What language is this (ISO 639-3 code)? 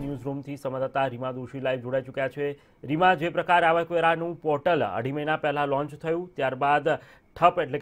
guj